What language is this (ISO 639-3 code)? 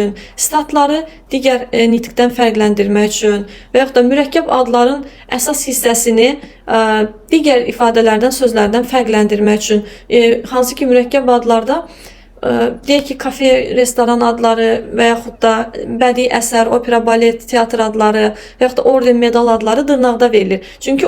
aze